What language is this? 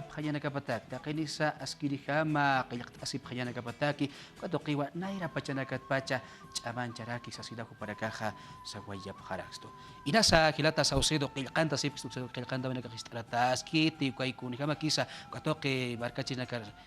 Aymara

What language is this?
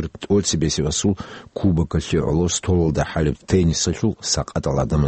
Avaric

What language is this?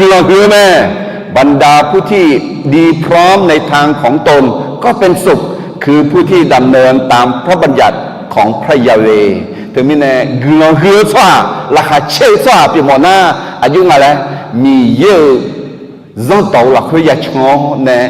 Akha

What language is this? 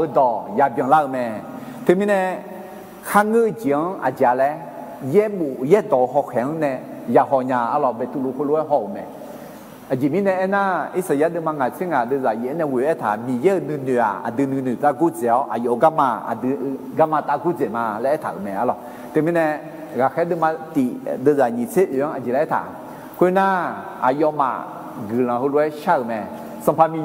Akha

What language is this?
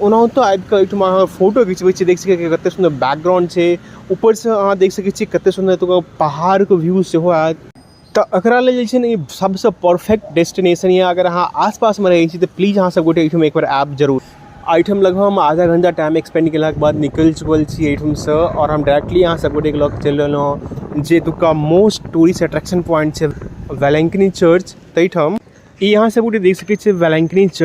Maithili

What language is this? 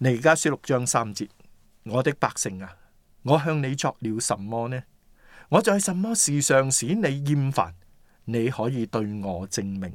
Cantonese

